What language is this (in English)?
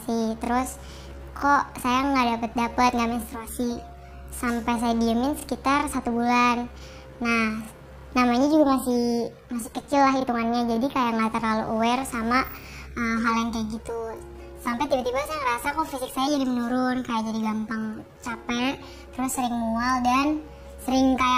Indonesian